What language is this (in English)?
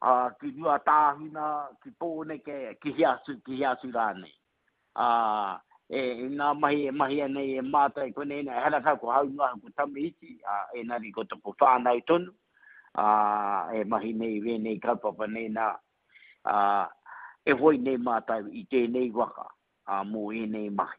Māori